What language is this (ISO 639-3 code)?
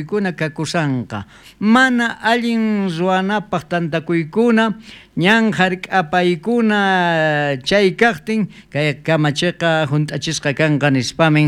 quh